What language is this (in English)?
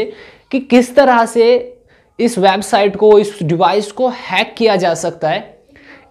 Hindi